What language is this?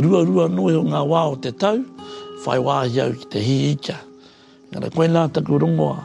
Māori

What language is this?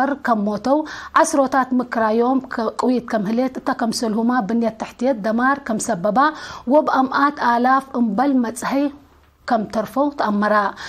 Tigre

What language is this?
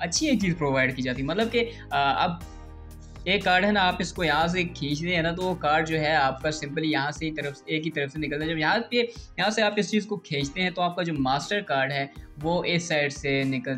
Hindi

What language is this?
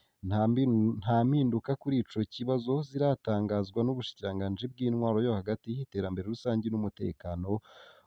Rundi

